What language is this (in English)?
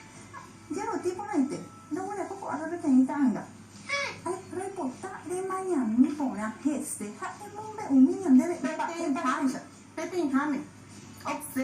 Guarani